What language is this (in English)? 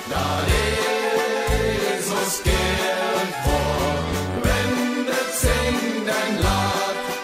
Limburgish